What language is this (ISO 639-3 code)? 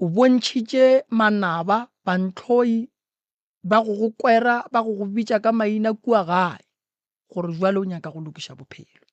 nso